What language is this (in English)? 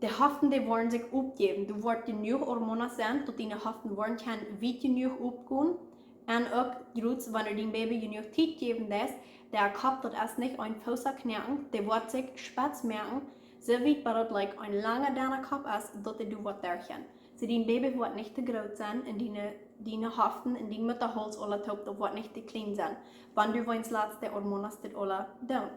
Plautdietsch